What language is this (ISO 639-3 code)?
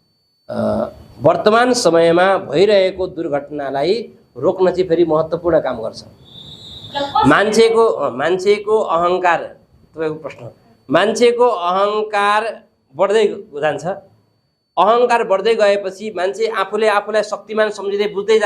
nep